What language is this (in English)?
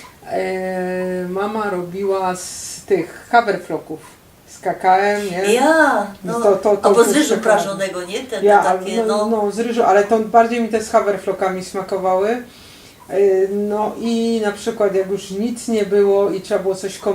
Silesian